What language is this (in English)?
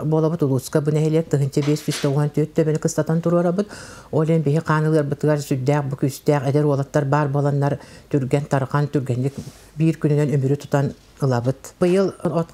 Yakut